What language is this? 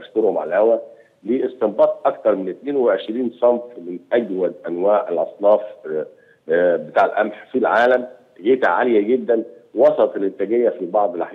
Egyptian Arabic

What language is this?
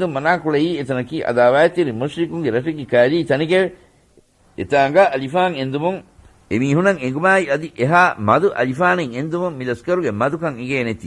Divehi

